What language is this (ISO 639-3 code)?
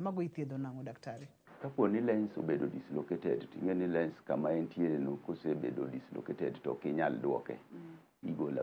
luo